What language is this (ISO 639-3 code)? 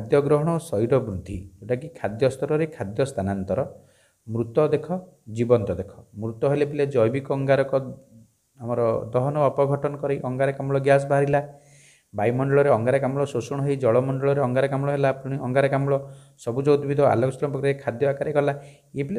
ori